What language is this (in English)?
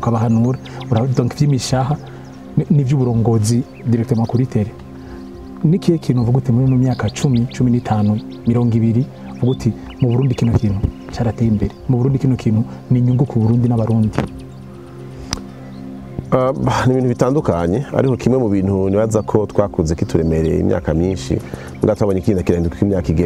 Rundi